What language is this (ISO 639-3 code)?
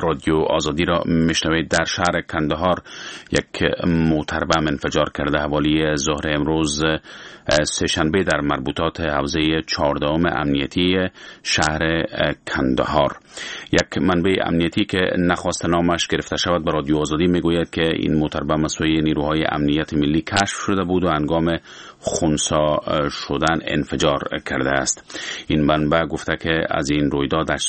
fas